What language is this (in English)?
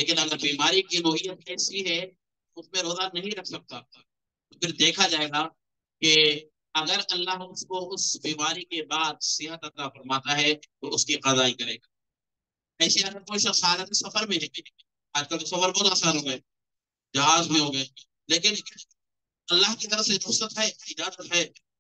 Urdu